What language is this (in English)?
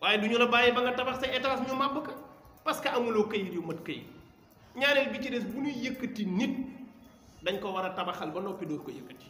Wolof